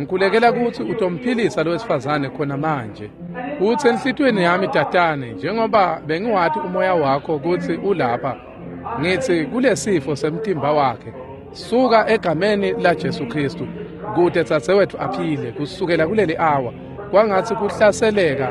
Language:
Swati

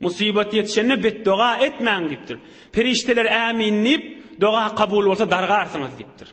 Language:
Turkmen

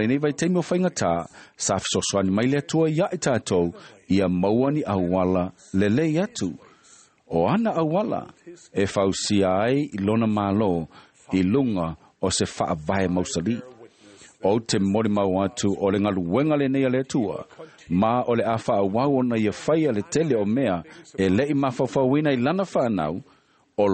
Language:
Samoan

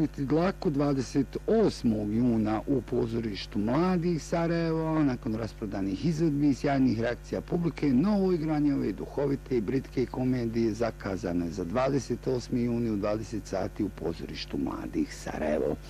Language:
Bosnian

